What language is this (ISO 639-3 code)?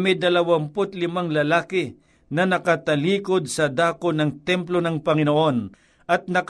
fil